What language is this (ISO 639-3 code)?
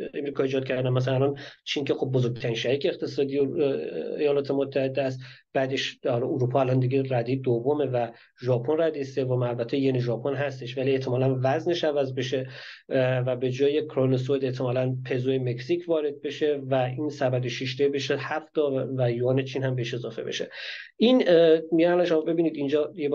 fas